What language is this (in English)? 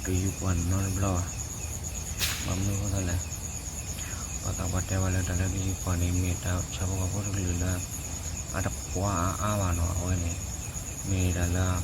S'gaw Karen